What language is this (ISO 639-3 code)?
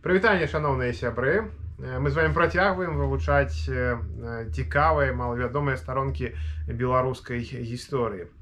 bel